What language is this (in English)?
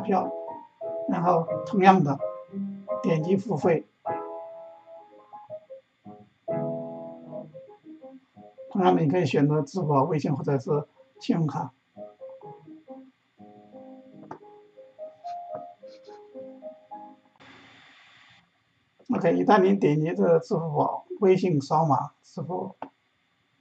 Chinese